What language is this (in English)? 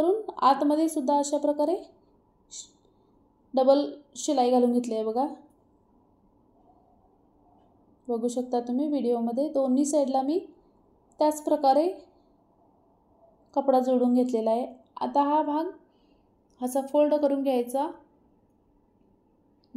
Marathi